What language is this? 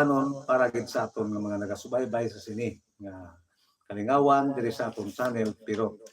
Hiligaynon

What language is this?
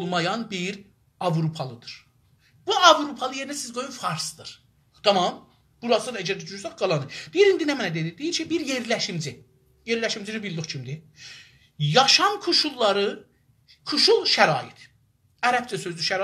South Azerbaijani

